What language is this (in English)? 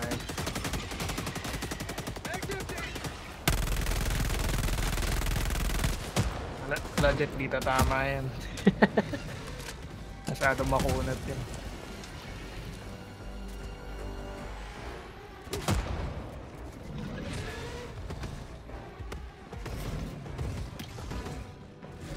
Filipino